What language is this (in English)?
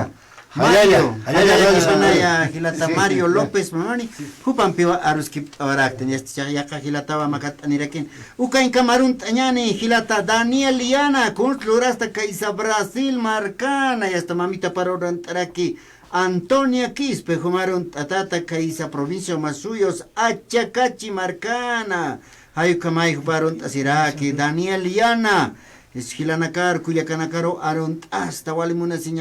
Aymara